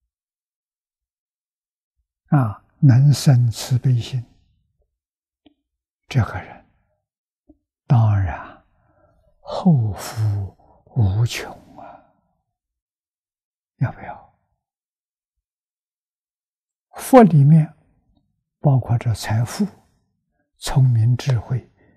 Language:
Chinese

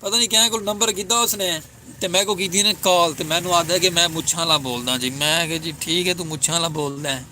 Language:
Saraiki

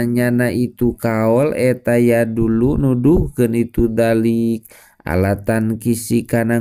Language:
Sundanese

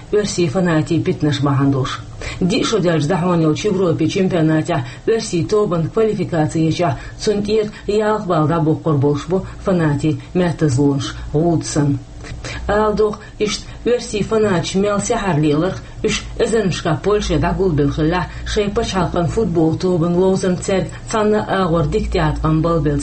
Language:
Chechen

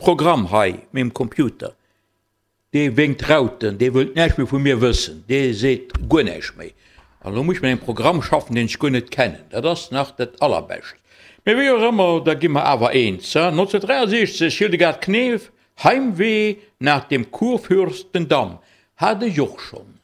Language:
Luxembourgish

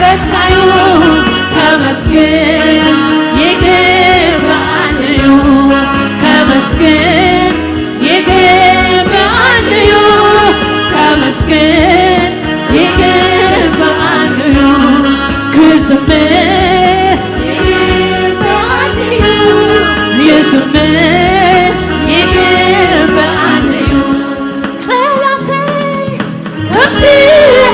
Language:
Tigrinya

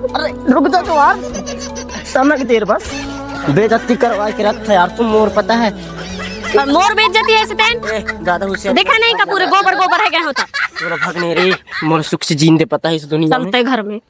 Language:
Chhattisgarhi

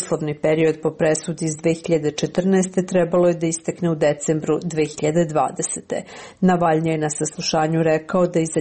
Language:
Serbian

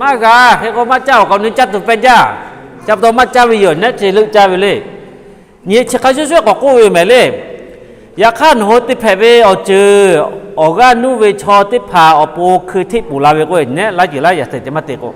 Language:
Lahu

